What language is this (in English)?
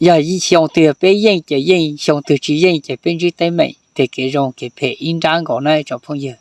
Hmong